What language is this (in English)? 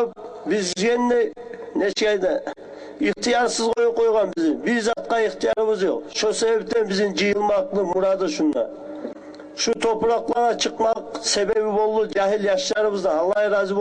Kumyk